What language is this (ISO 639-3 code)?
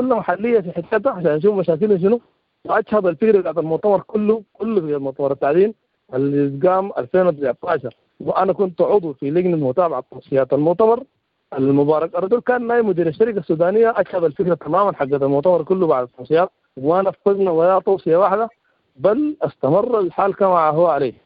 apd